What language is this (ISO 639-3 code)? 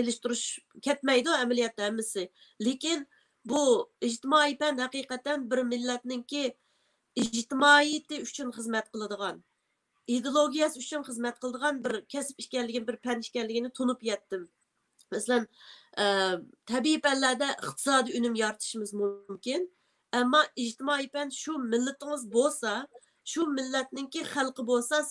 uig